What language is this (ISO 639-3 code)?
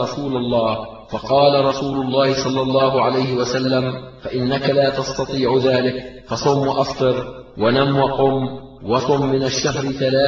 ara